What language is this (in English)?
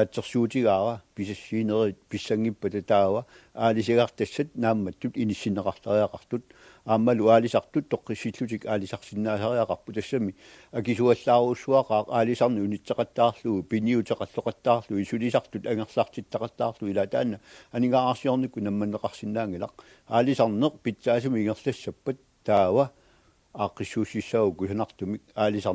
Kalaallisut